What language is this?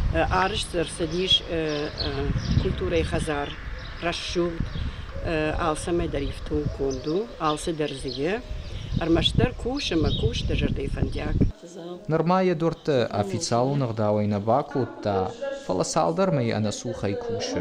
Ossetic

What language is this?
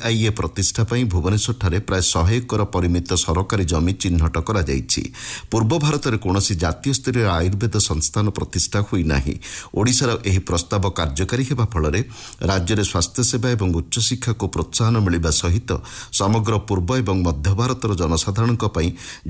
Odia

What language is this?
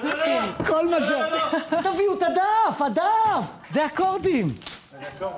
Hebrew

